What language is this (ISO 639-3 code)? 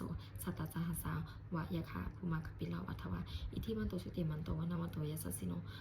pli